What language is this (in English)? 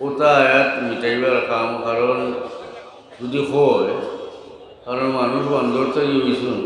Sylheti